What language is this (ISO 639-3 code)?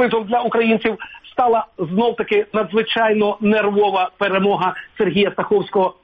ukr